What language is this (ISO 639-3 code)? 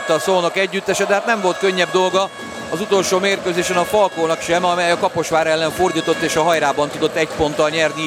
hun